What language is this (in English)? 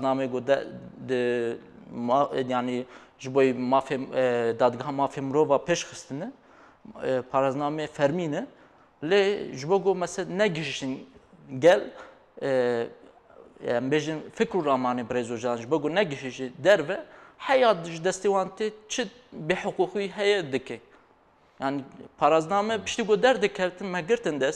Kurdish